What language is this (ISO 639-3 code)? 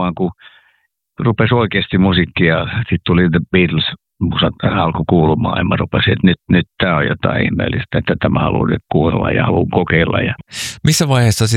fin